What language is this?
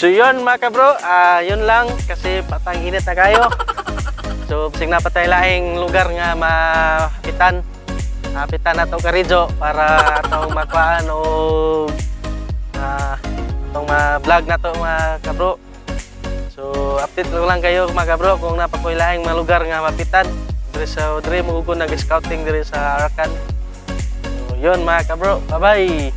Cebuano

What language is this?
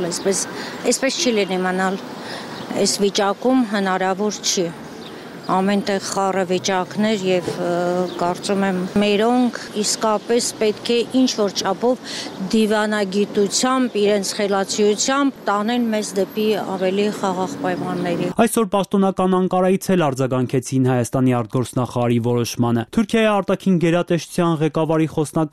Armenian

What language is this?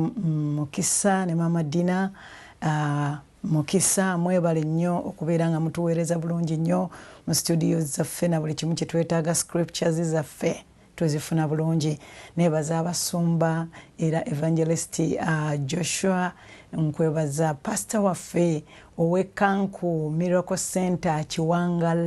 Ganda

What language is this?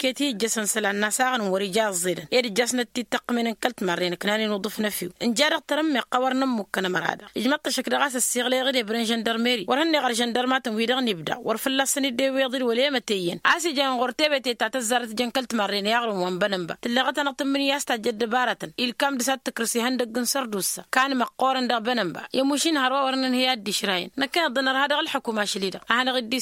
Tamasheq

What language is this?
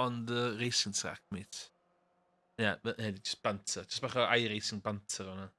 Welsh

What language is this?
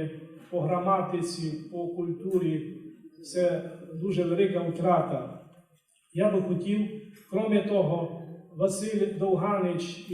Rusyn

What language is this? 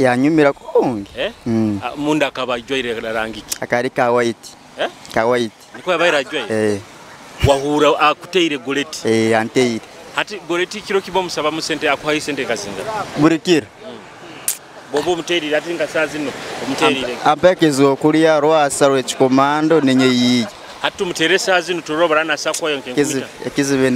Nyoro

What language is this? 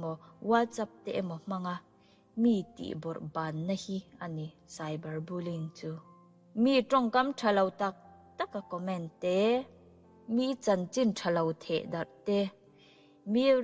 Mizo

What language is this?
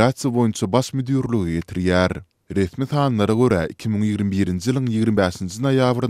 Turkmen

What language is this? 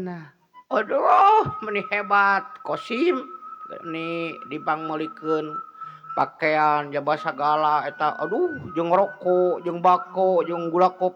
Sundanese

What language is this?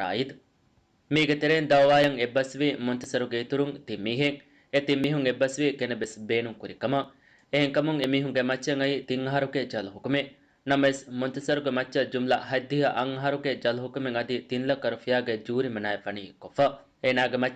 Divehi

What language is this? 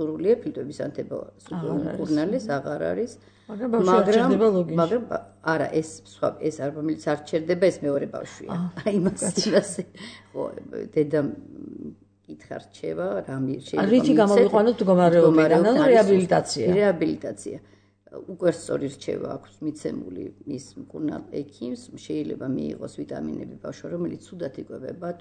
Georgian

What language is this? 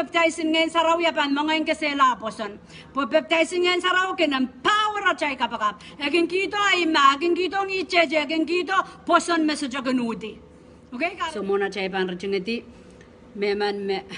Pohnpeian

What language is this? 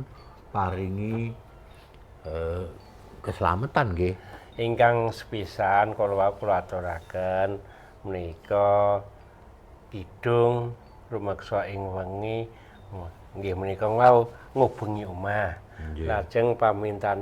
Javanese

